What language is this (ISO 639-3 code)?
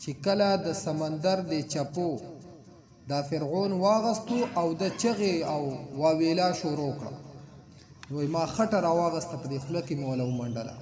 pus